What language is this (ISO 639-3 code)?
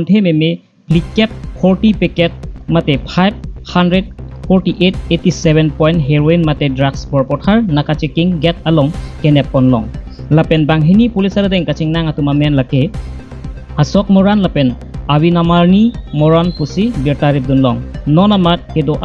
mjw